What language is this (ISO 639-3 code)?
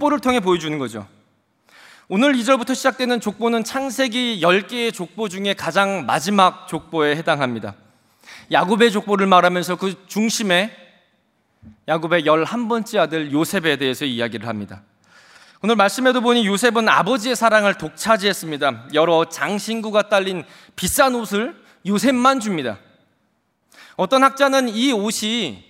kor